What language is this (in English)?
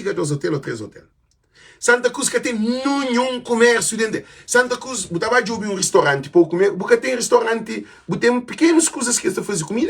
Kabuverdianu